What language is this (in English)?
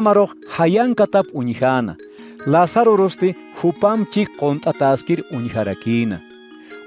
Aymara